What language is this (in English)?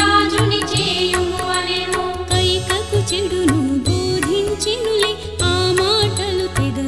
Telugu